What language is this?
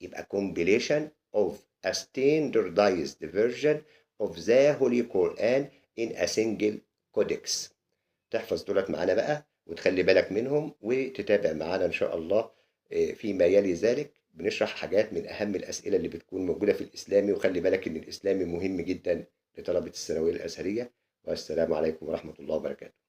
Egyptian Arabic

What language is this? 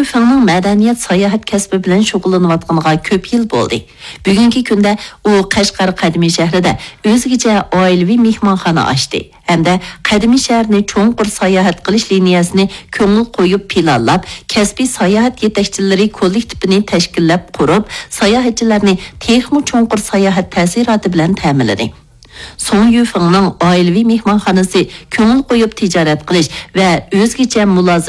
Uyghur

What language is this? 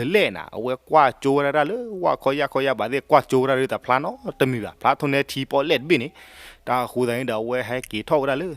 S'gaw Karen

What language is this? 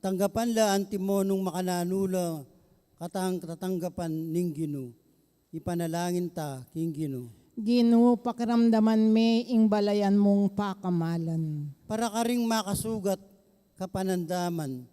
Pampanga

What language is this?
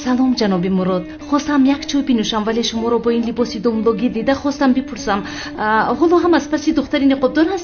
Tajik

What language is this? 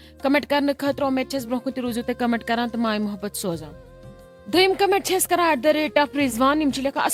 Kashmiri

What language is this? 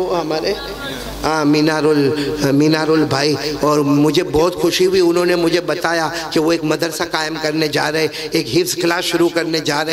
Urdu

